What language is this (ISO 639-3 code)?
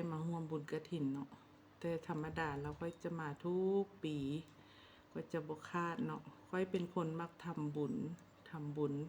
lao